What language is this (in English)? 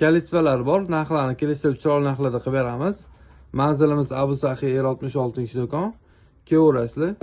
Uzbek